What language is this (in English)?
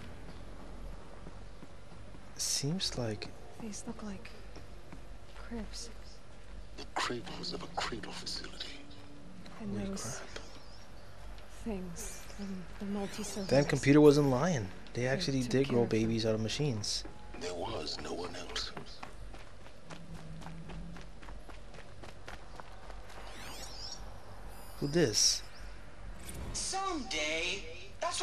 English